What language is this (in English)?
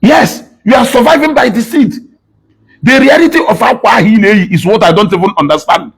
Igbo